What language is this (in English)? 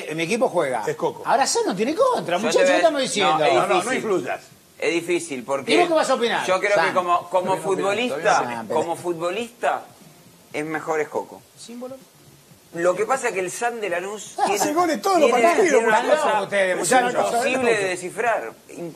Spanish